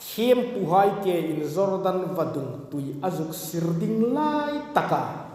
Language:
Hmar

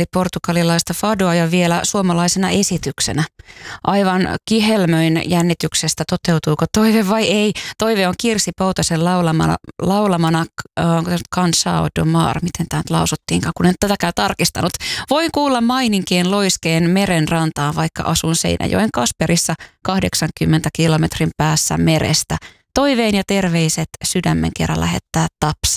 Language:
Finnish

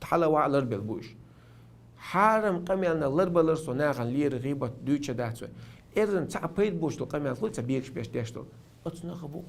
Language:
Chechen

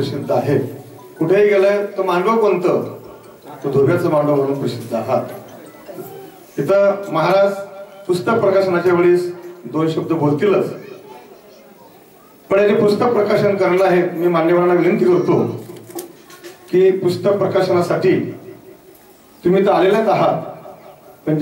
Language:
Marathi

